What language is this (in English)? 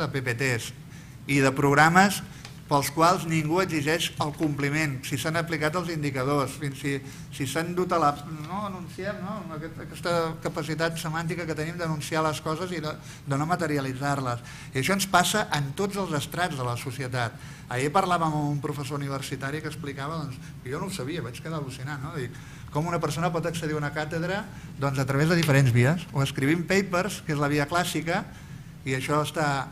Catalan